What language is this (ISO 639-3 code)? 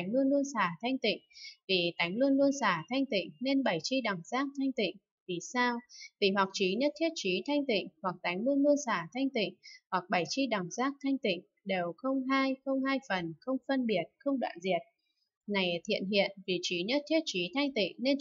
vie